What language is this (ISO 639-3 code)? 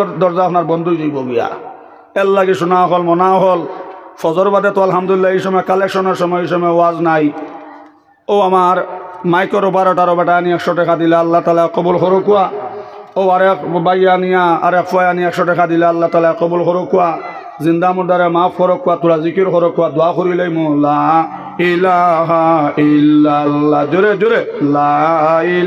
syl